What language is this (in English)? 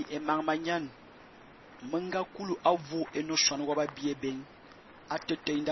Fang